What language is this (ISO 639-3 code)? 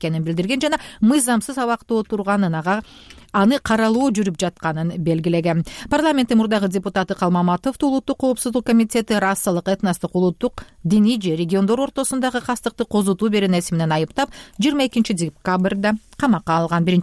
kir